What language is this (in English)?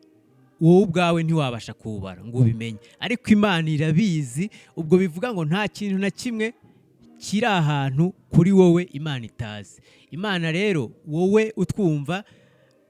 Kinyarwanda